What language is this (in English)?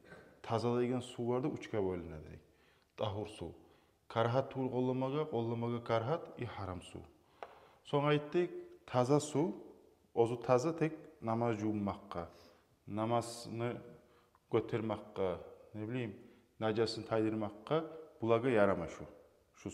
Kumyk